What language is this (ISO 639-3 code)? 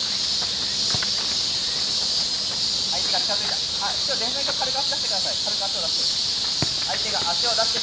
jpn